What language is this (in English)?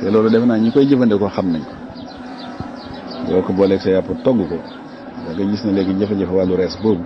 Wolof